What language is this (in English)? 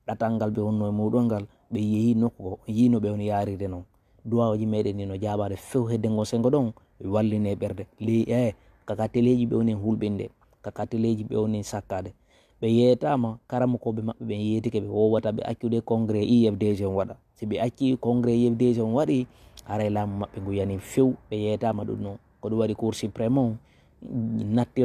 Fula